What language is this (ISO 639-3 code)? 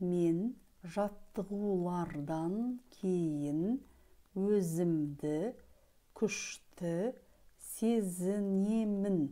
kaz